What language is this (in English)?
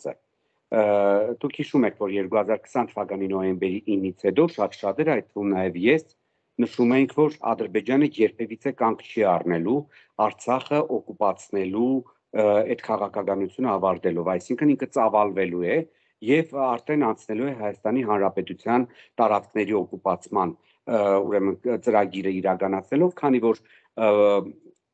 Armenian